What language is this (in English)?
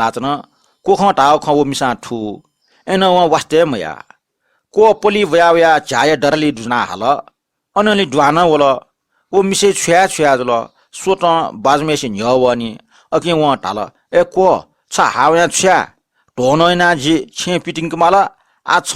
Newari